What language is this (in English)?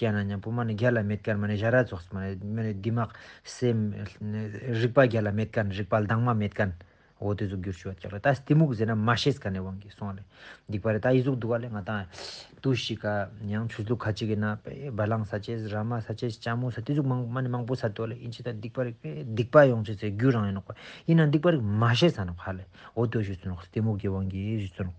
Ladakhi